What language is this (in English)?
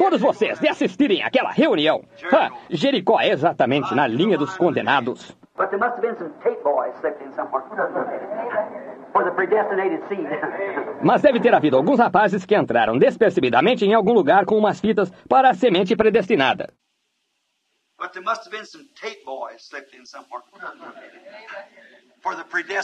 Portuguese